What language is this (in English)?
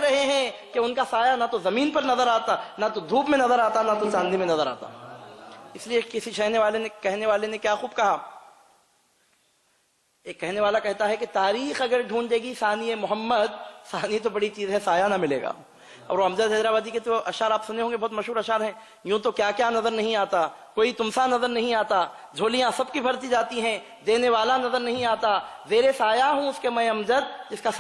Urdu